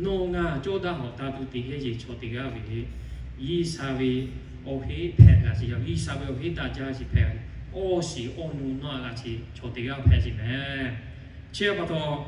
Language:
Lahu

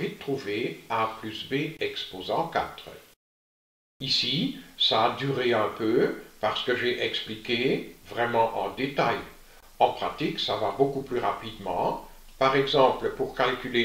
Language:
French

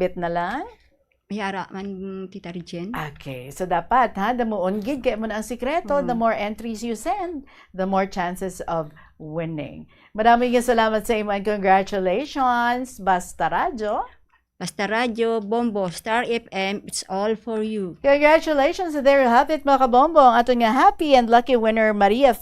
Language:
Hiligaynon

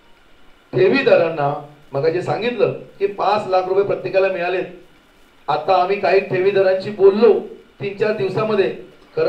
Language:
Marathi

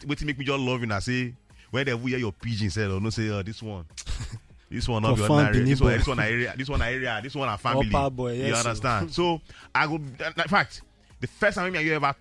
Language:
Nigerian Pidgin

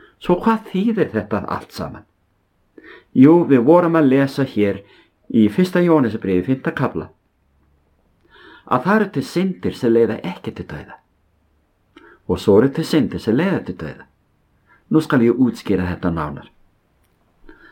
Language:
Icelandic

